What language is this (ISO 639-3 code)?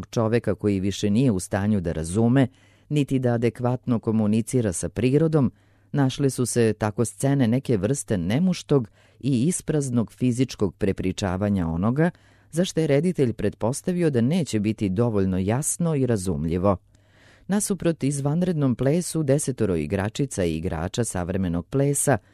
srp